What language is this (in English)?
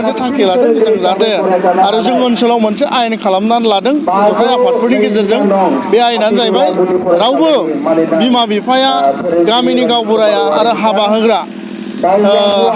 Bodo